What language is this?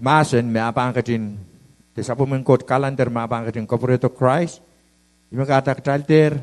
Pohnpeian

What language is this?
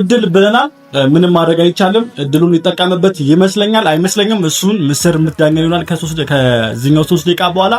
Amharic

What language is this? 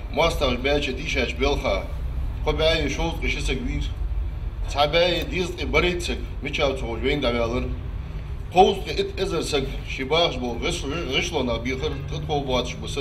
Ingush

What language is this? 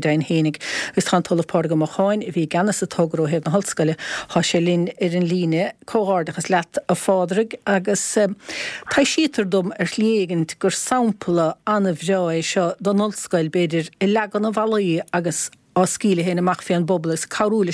Irish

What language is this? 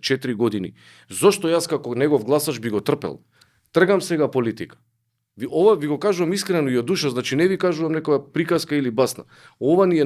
Macedonian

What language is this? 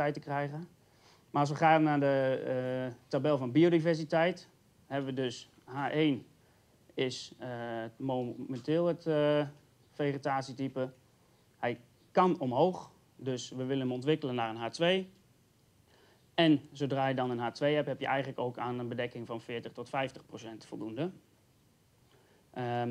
Dutch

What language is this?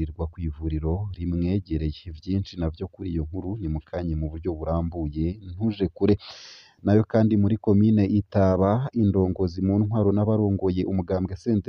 Rundi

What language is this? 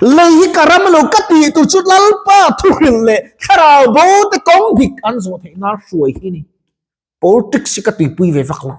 Mizo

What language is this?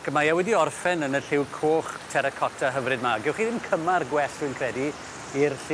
Welsh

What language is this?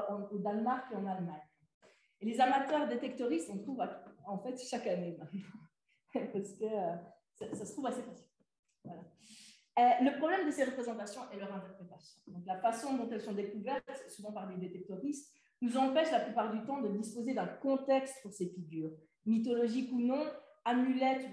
French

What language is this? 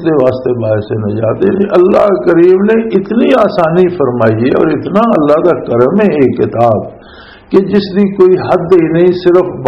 Western Panjabi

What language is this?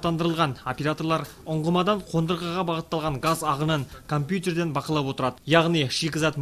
Kazakh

